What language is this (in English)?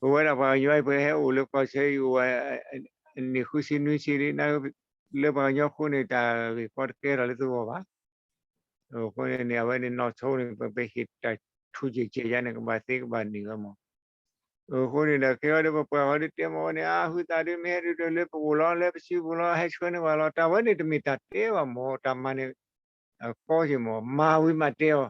S'gaw Karen